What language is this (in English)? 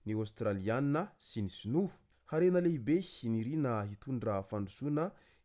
Malagasy